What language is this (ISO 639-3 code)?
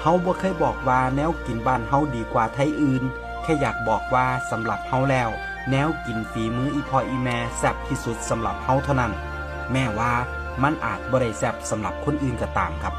tts